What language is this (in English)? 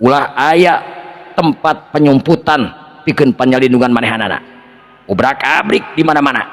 Sundanese